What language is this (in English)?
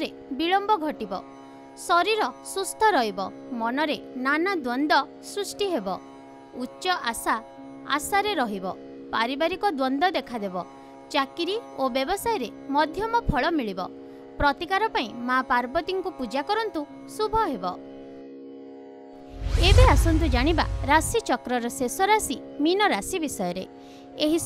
Odia